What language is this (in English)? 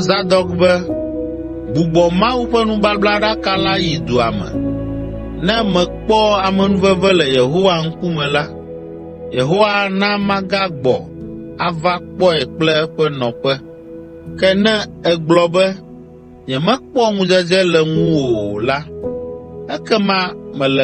Ewe